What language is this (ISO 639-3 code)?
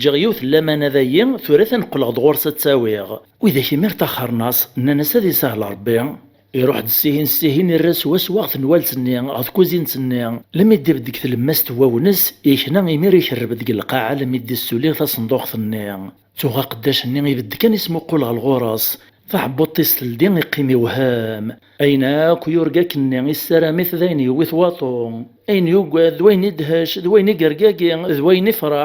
kab